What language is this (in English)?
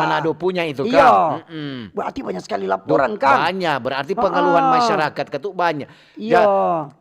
Manado Malay